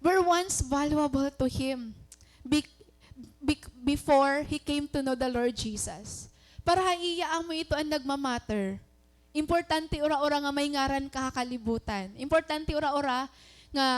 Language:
Waray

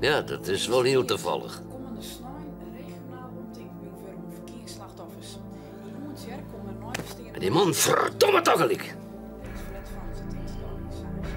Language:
Western Frisian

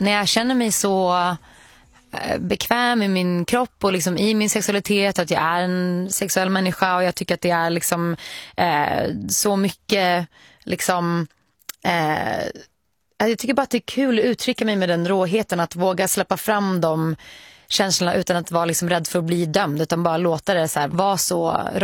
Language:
Swedish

